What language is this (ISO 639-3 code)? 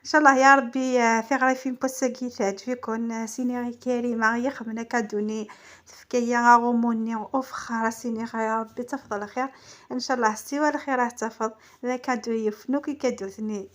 arq